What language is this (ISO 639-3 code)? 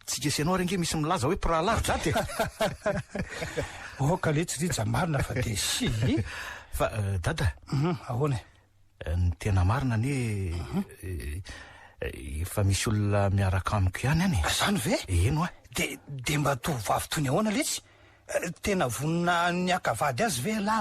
mlg